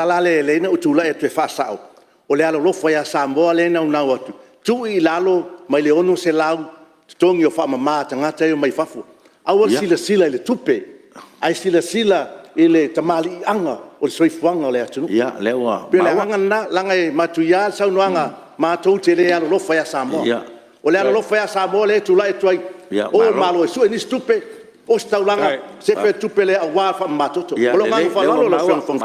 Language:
Samoan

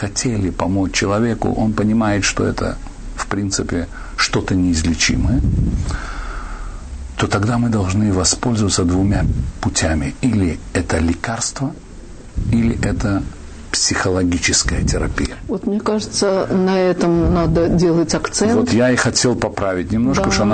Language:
Russian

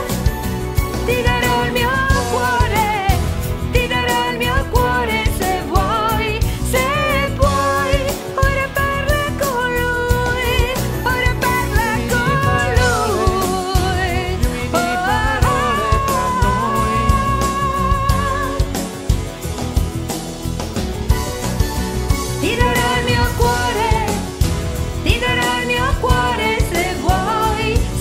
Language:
Italian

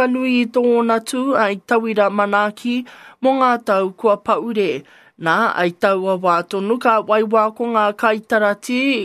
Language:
Māori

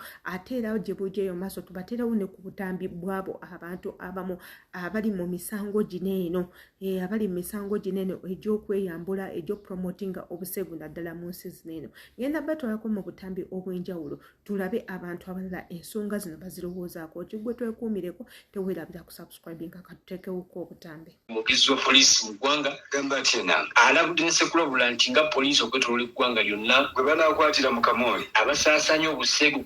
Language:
Ganda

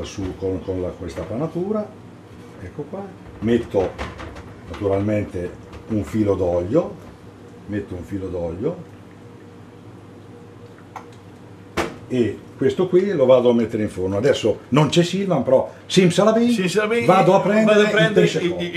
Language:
Italian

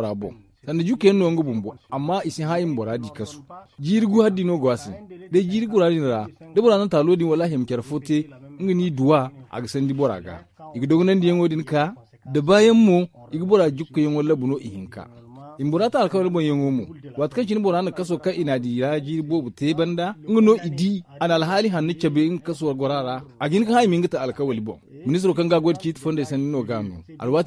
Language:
Zarma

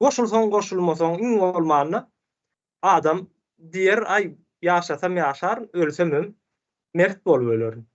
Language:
Turkmen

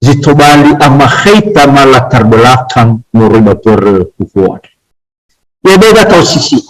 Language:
Nias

